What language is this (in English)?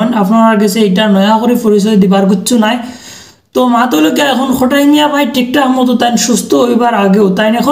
Sylheti